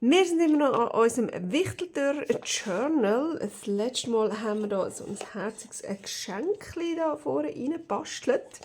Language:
Swiss German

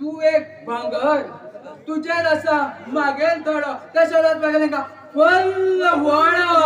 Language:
Konkani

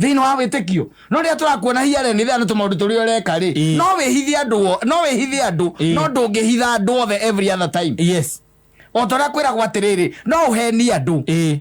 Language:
Kikuyu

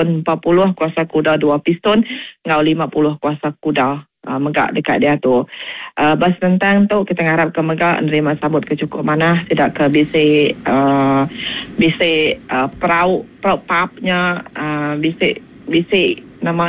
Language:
Iban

